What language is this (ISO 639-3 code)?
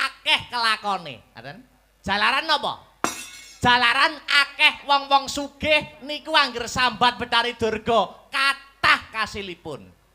jav